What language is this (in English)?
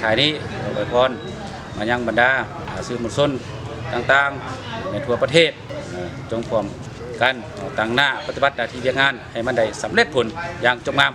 Lao